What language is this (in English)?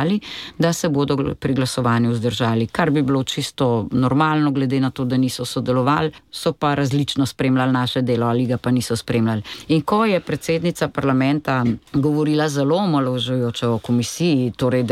Slovenian